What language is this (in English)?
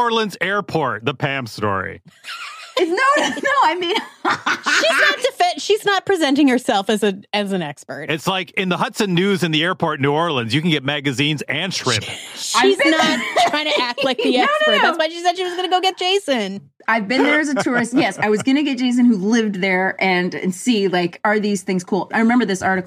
English